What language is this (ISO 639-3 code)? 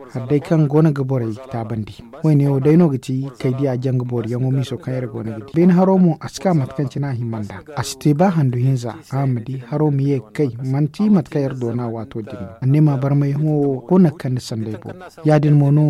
dje